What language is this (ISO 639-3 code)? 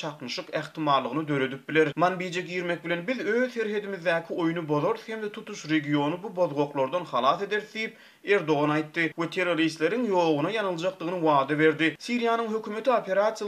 tuk